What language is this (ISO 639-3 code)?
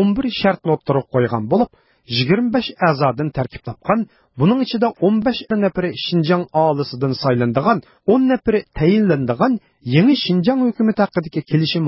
uig